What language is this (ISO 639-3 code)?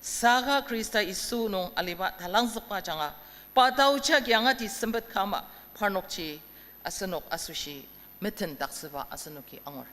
njo